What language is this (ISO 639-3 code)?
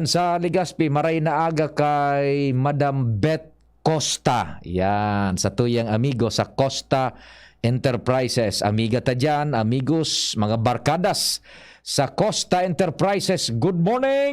bik